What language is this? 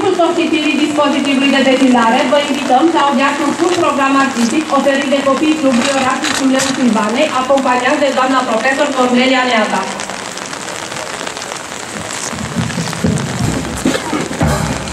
Romanian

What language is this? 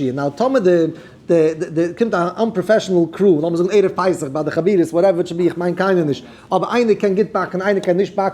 Yiddish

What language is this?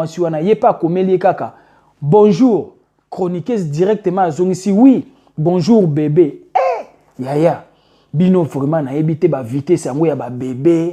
Lingala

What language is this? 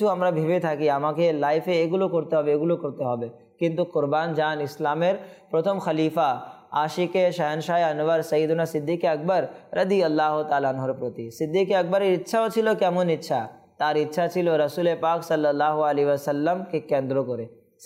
Bangla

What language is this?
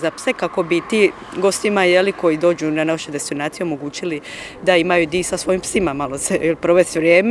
Croatian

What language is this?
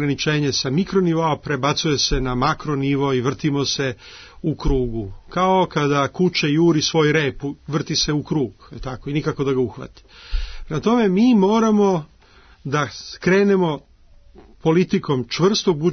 Serbian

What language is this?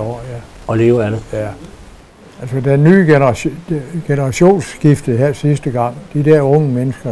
Danish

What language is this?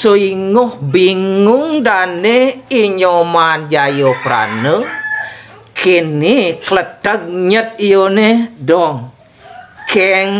Balinese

